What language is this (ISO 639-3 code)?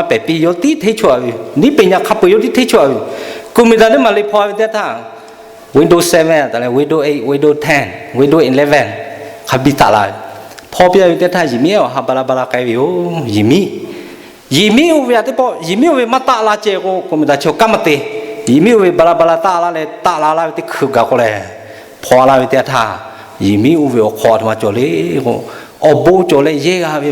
lhu